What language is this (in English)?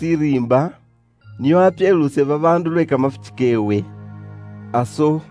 Luyia